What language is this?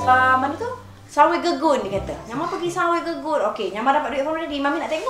Malay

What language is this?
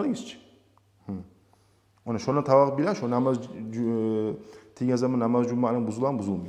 Kumyk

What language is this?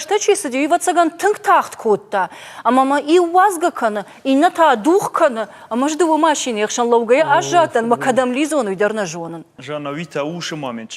Ossetic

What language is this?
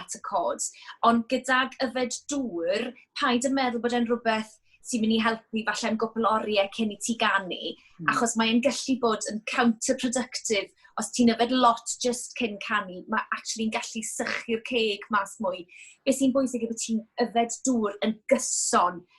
Welsh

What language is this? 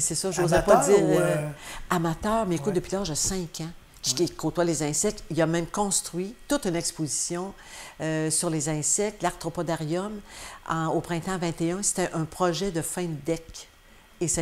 French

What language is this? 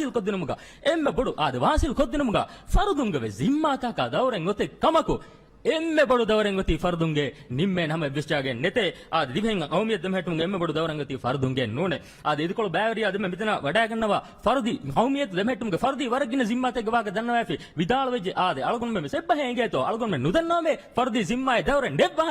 Divehi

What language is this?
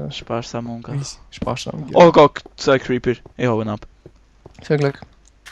Swiss German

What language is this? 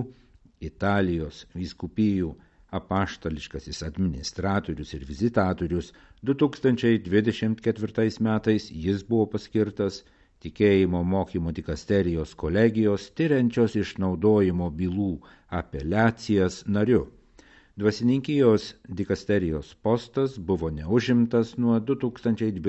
Lithuanian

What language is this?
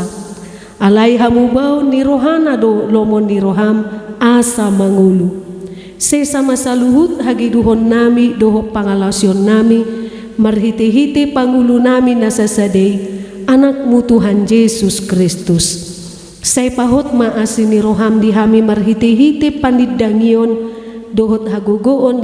Batak Toba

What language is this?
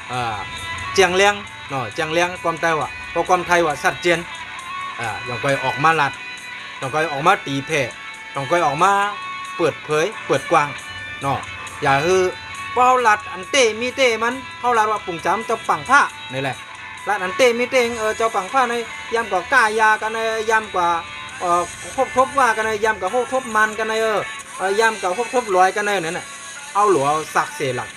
Shan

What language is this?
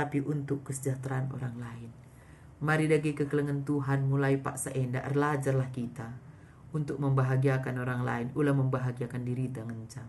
Batak Karo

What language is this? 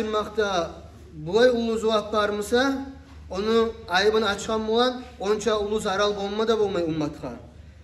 Kumyk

